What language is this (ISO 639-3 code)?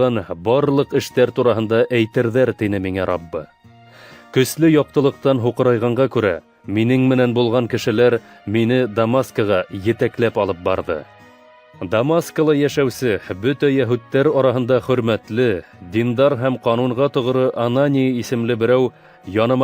bak